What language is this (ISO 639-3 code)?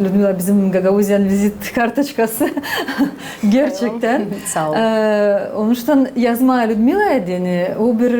gag